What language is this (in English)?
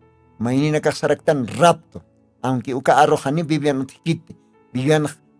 Aymara